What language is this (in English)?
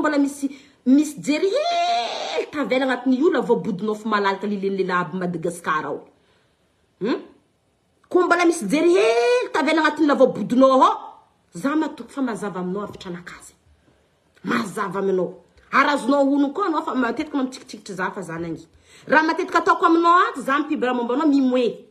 Malagasy